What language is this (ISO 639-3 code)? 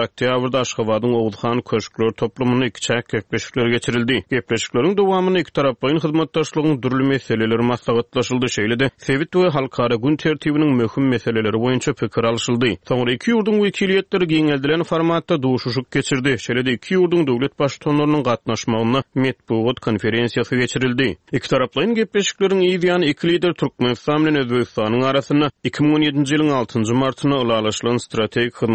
tuk